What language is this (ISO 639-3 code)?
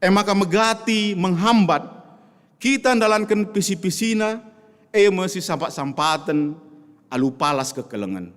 btx